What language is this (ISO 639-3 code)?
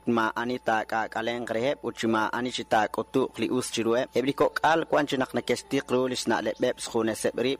kek